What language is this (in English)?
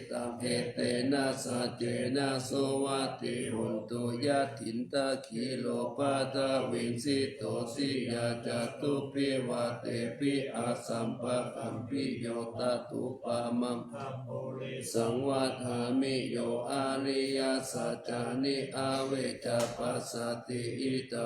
Pali